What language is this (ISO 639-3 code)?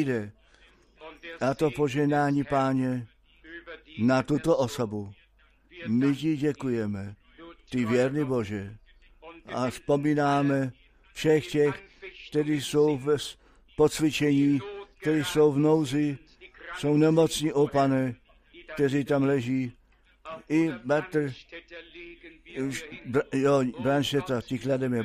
ces